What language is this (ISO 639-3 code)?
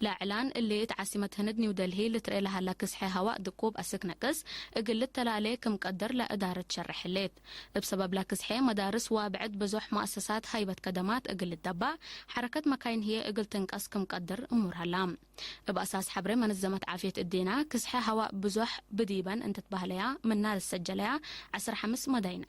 tig